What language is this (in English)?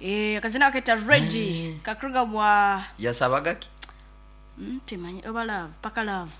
Nyankole